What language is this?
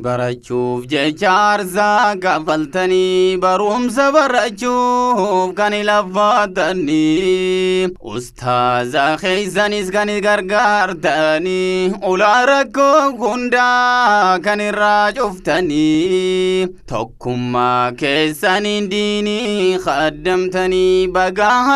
Oromo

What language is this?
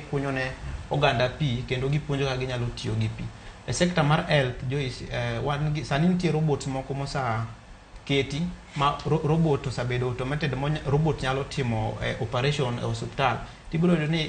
Luo (Kenya and Tanzania)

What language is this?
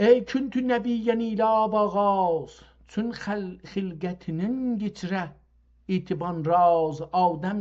South Azerbaijani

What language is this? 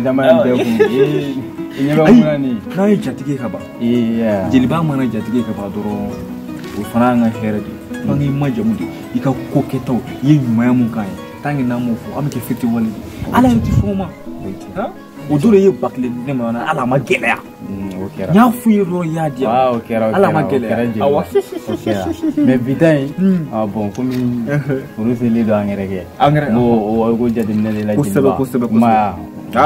Bambara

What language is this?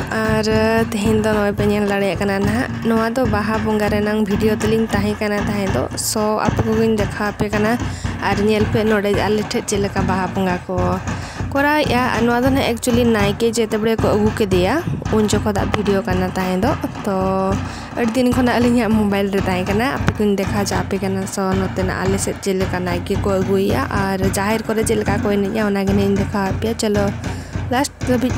Santali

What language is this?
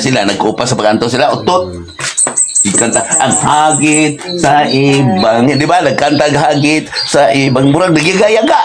Cebuano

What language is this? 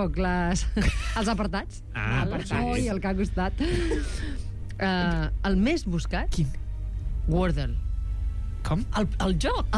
Catalan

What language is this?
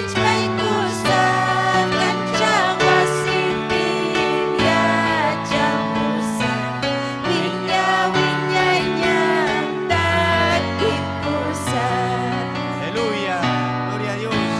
Ayacucho Quechua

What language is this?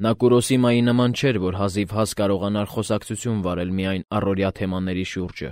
Armenian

